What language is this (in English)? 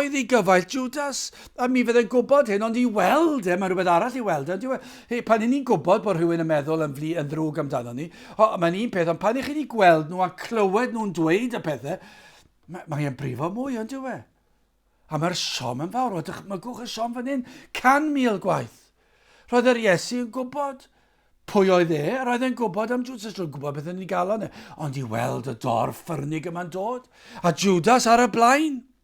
Welsh